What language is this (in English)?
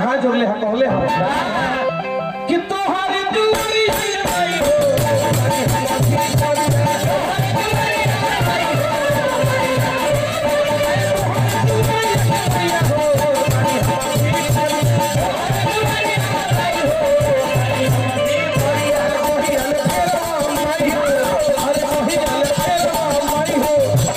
Bhojpuri